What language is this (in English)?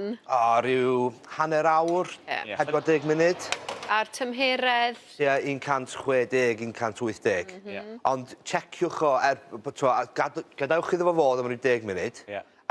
Welsh